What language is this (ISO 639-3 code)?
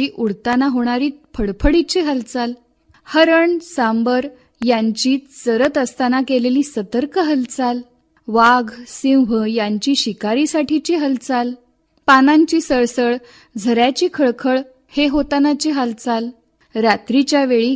mar